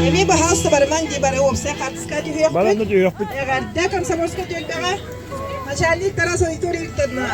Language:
Yakut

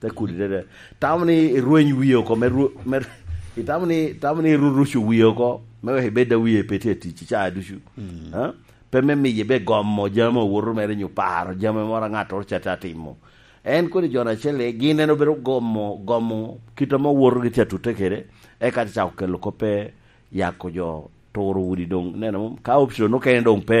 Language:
Lango (Uganda)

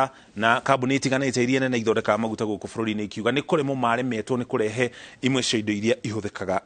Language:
Kikuyu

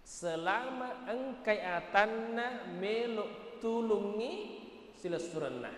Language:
Buginese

